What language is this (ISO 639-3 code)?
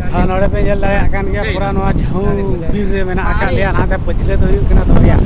sat